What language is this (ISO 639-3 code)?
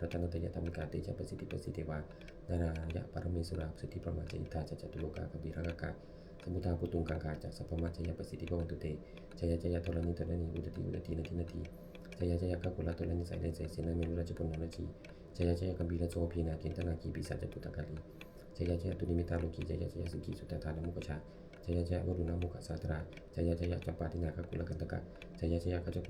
pli